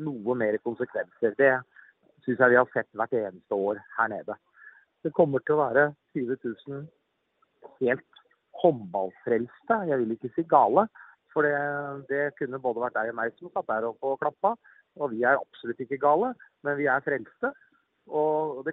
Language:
Norwegian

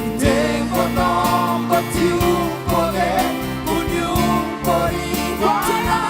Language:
Papiamento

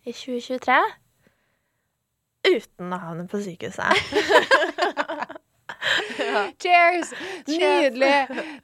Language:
Norwegian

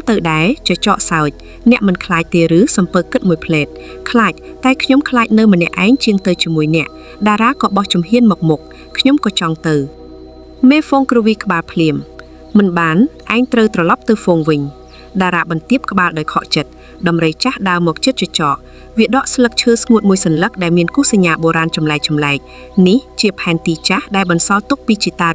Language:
Khmer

